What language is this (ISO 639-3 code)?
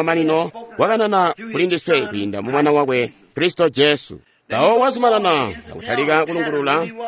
toi